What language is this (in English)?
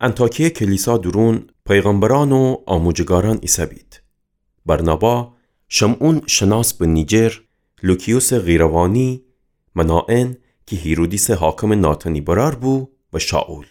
Gilaki